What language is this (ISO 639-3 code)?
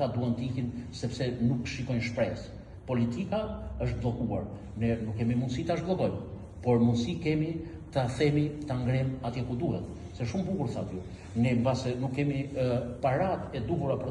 sqi